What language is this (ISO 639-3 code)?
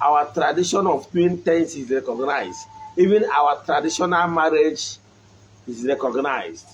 ibo